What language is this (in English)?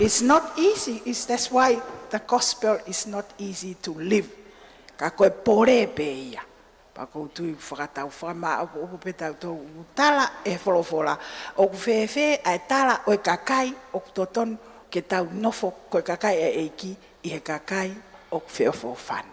Tongan